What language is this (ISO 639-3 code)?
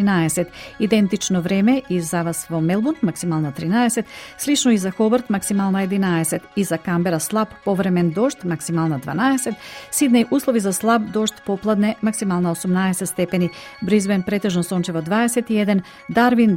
mkd